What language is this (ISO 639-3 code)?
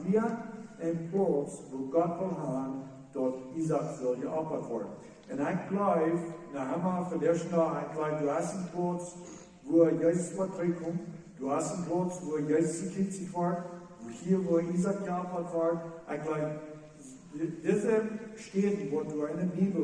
pdt